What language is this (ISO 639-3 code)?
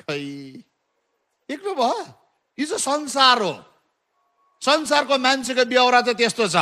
nep